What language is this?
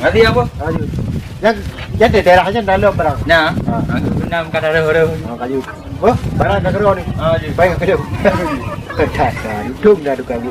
Achinese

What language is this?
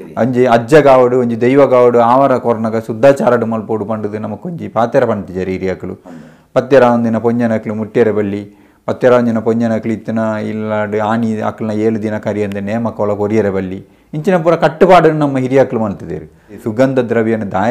Tulu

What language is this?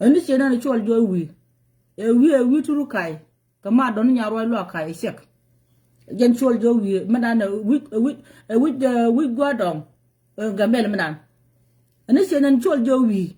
Nuer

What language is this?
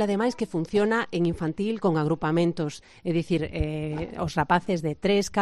Galician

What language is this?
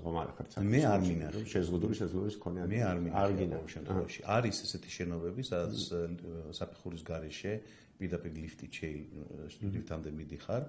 Georgian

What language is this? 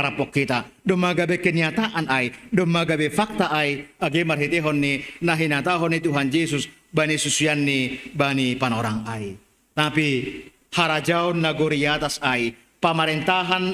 Batak Simalungun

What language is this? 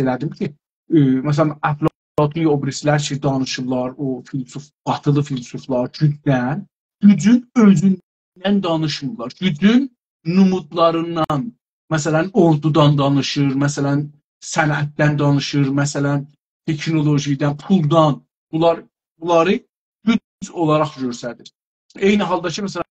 South Azerbaijani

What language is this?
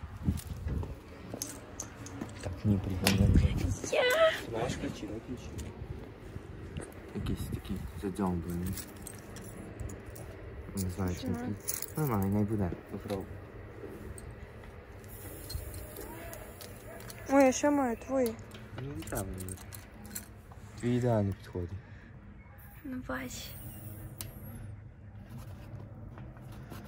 Ukrainian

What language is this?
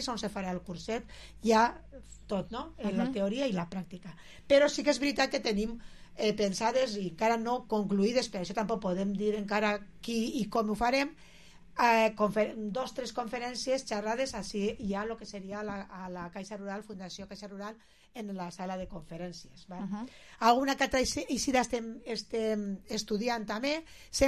Catalan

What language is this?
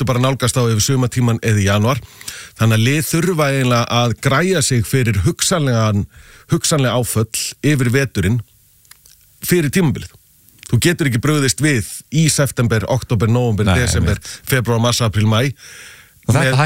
Icelandic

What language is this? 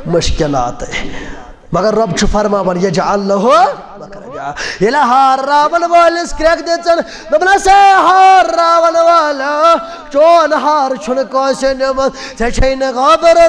Kashmiri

